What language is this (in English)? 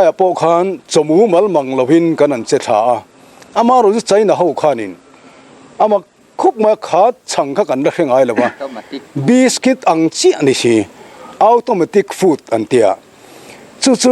Mizo